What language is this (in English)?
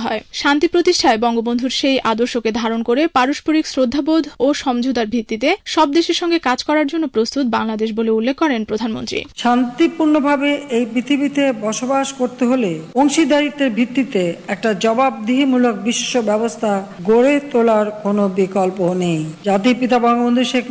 Bangla